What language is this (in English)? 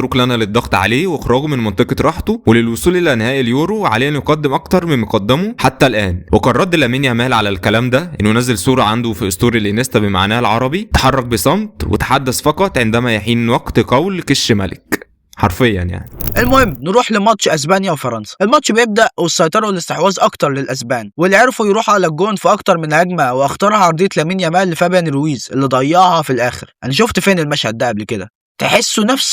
Egyptian Arabic